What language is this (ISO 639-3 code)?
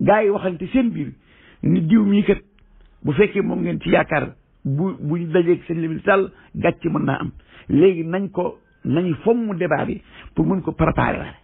wol